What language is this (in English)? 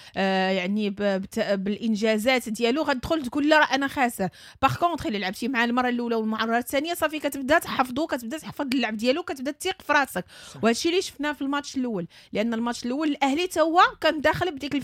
Moroccan Arabic